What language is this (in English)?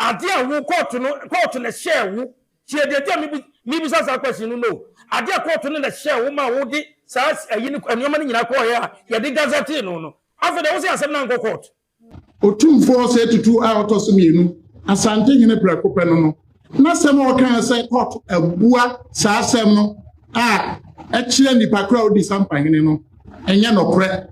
Akan